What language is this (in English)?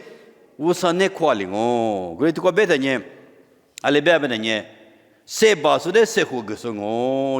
Lisu